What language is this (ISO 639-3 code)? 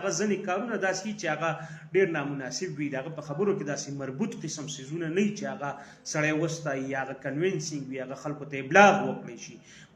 pus